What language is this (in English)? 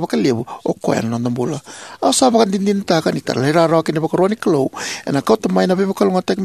Fijian